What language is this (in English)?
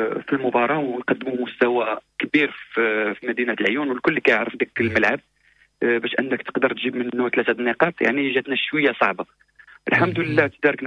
Moroccan Arabic